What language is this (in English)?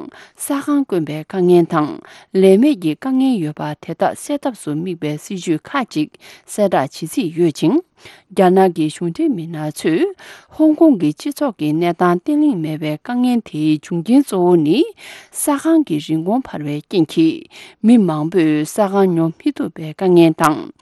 Tibetan